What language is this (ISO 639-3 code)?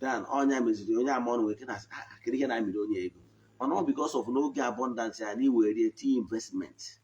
ibo